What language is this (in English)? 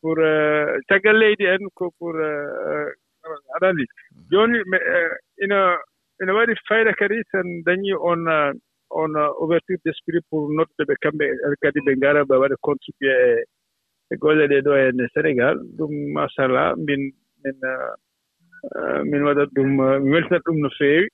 Fula